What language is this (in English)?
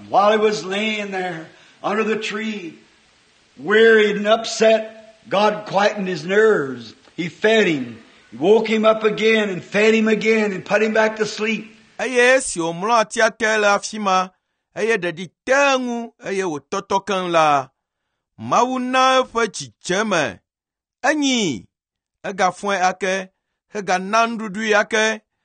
Ewe